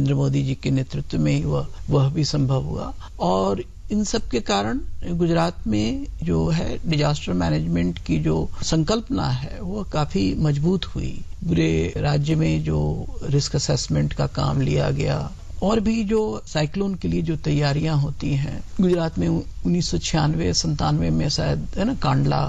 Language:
Hindi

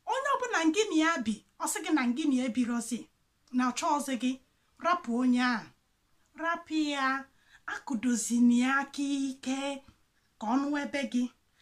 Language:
Igbo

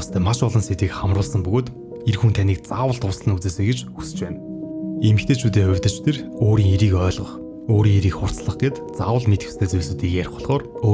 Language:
Mongolian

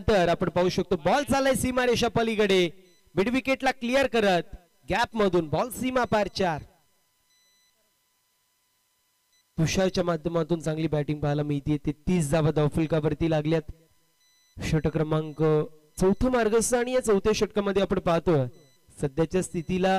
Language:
Marathi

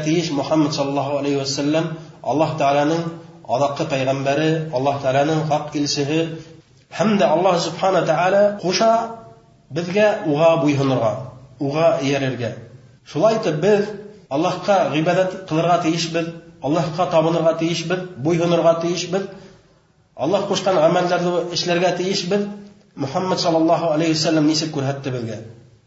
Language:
Bashkir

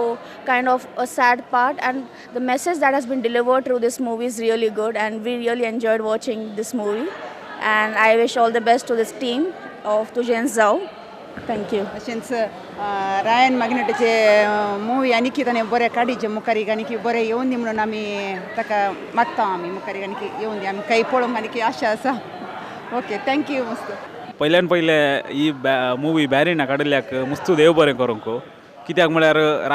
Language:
Konkani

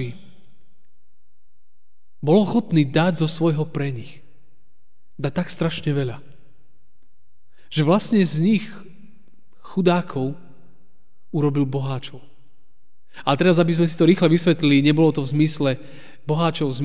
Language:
Slovak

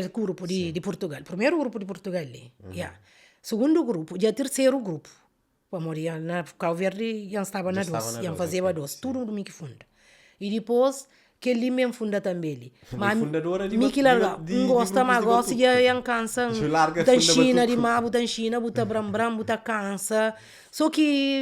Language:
Kabuverdianu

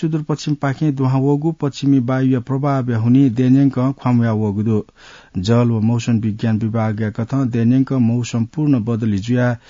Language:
Newari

